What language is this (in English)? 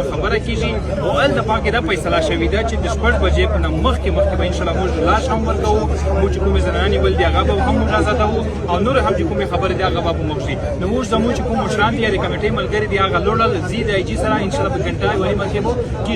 Pashto